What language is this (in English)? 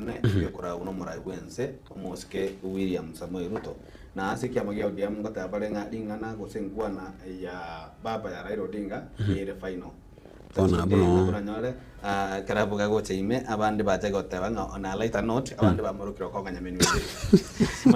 Gusii